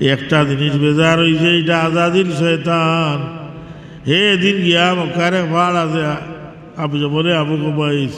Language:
Sylheti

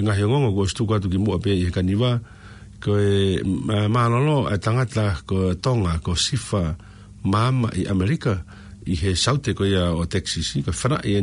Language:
Tongan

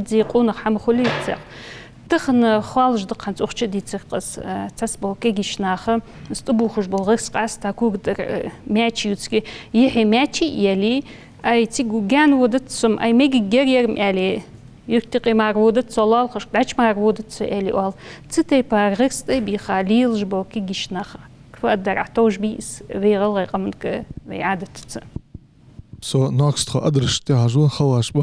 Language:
Ingush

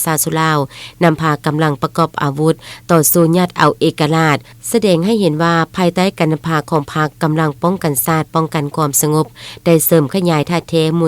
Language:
Lao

